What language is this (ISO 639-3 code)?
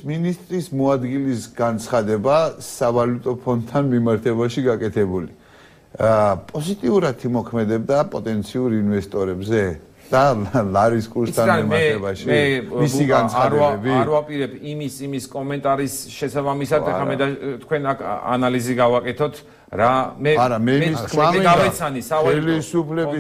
kat